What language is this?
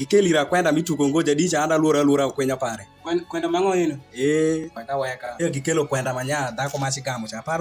Alur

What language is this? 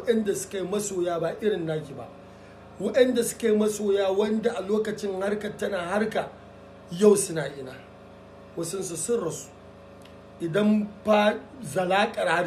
Hausa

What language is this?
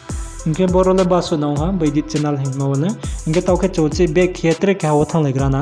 Riang (India)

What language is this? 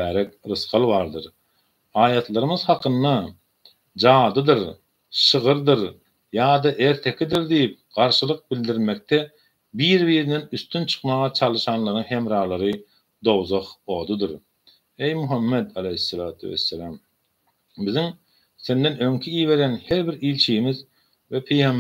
Turkmen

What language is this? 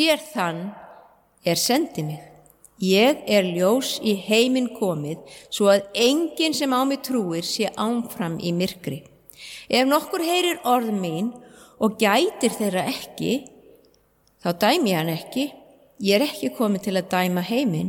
Icelandic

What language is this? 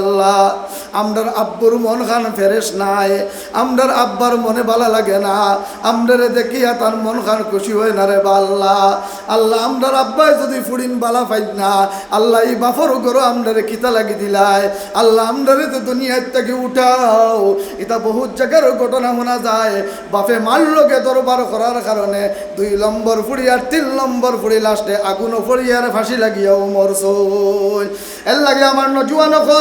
Sylheti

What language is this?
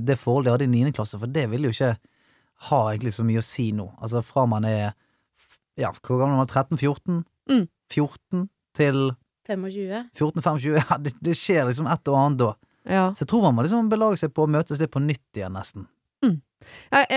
Norwegian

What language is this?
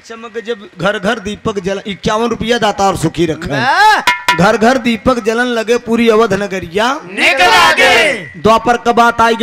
Bhojpuri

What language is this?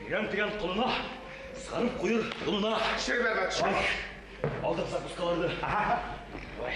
Bashkir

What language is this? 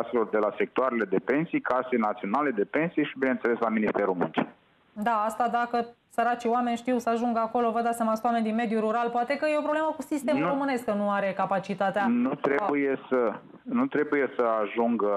Romanian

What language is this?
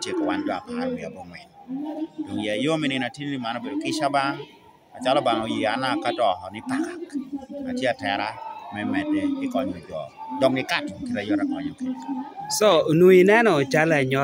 Lango (Uganda)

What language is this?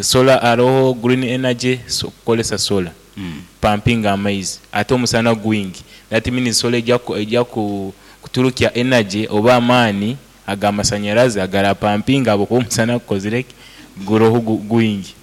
Nyankole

